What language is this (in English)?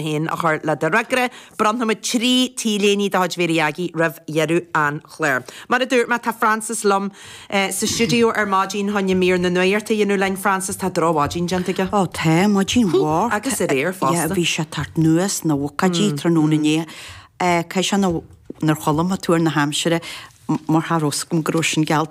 Irish